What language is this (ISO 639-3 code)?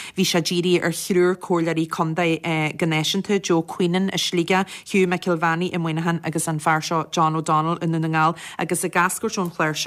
gle